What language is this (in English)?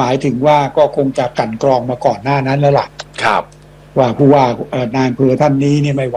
Thai